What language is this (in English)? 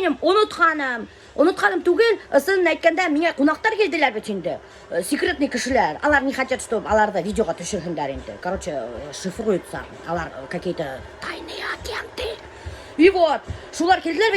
Bashkir